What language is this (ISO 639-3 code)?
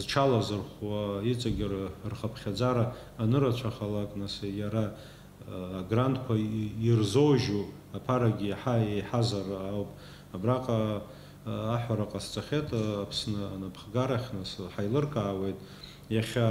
abk